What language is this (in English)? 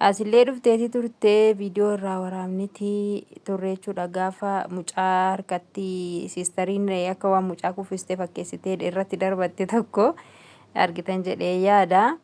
Oromo